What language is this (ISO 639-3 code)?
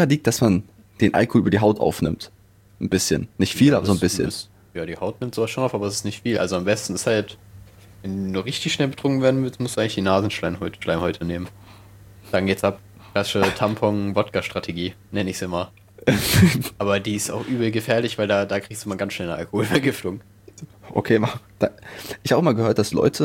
deu